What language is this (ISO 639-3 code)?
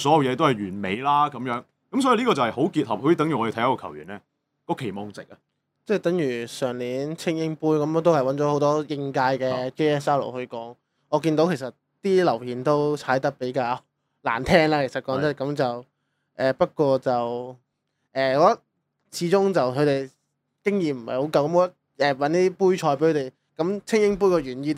yue